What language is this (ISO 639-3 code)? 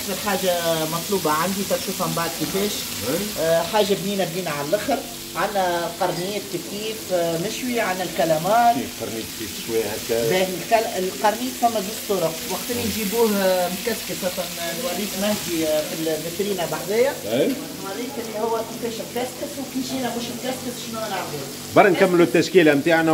aeb